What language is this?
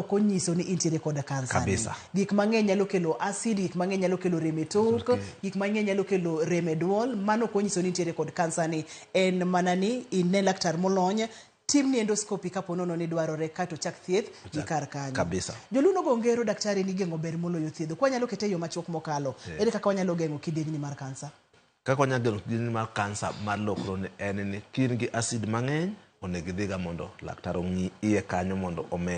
Luo (Kenya and Tanzania)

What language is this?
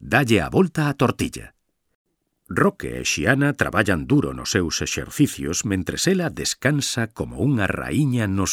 Galician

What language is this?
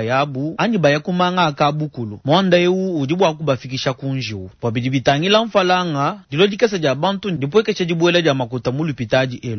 Luba-Lulua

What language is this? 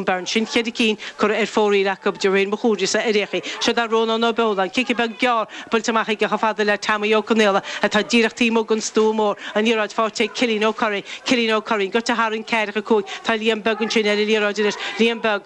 Irish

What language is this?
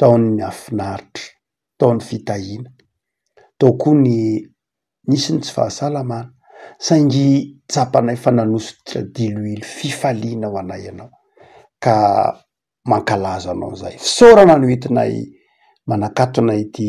Malagasy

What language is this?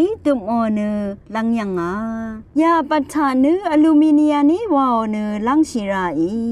Rawang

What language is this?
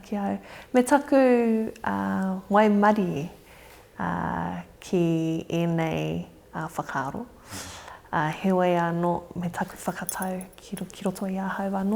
Māori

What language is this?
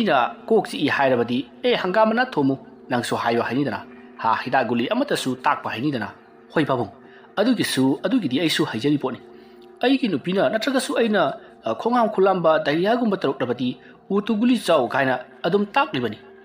Manipuri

